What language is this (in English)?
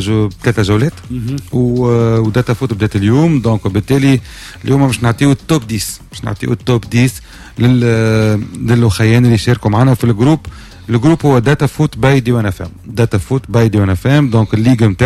Tunisian Arabic